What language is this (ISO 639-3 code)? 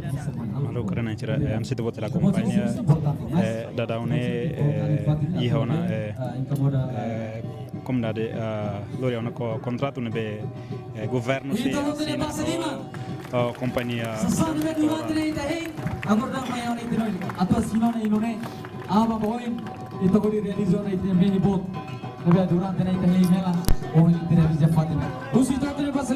tet